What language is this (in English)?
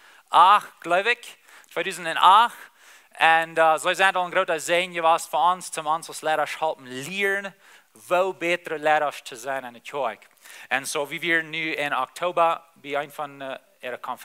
Plautdietsch